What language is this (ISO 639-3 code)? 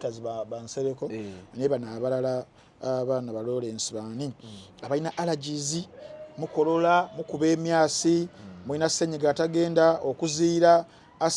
lug